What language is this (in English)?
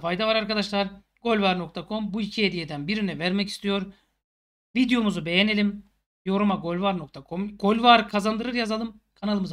Turkish